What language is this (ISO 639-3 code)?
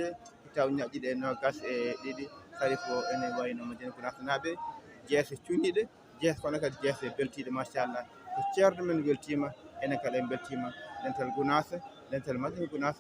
ful